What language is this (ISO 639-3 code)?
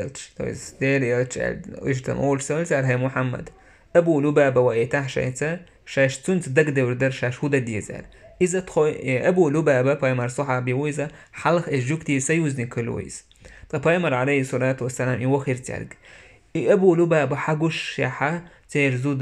che